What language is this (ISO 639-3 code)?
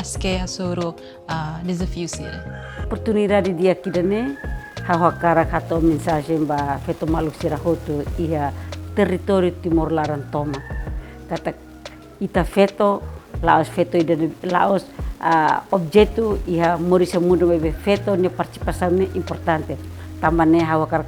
tet